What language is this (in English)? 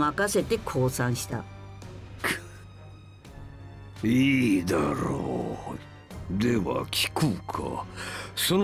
Japanese